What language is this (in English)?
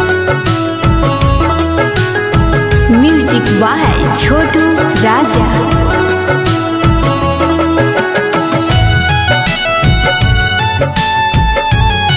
Bhojpuri